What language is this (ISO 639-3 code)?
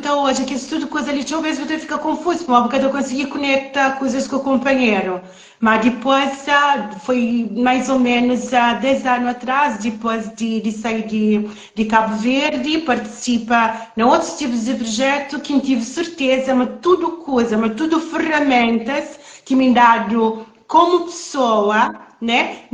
kea